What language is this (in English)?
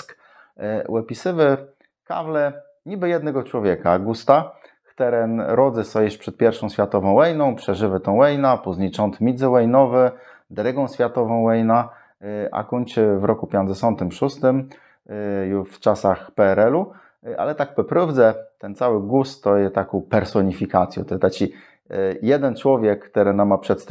Kashubian